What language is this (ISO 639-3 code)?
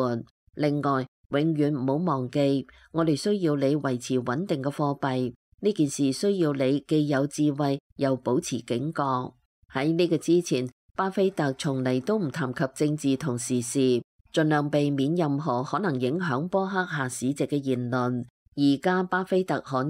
yue